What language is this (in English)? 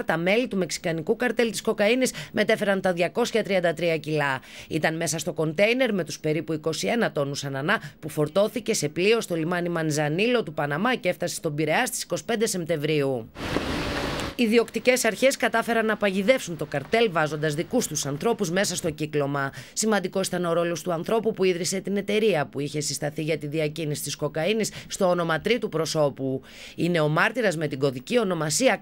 Greek